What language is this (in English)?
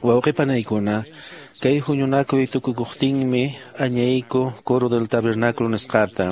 Quechua